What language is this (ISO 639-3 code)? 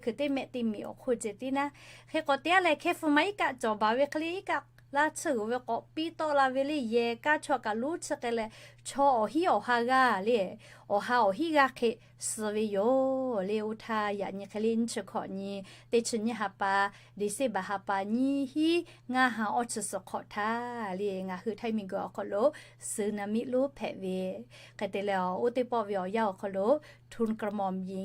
lhu